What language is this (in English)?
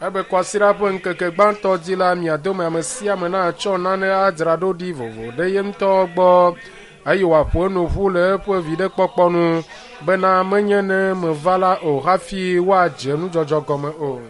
Ewe